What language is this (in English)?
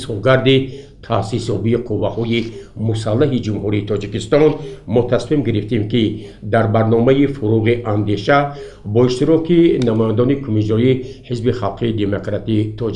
Tajik